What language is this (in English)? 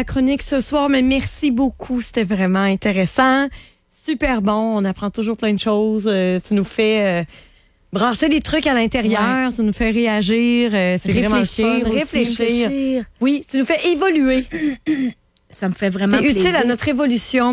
French